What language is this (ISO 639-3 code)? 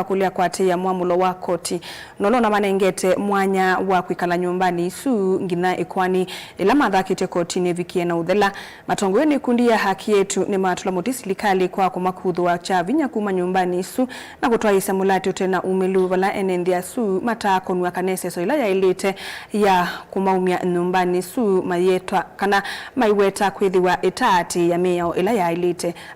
kam